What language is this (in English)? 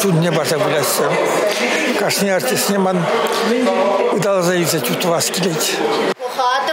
Chuvash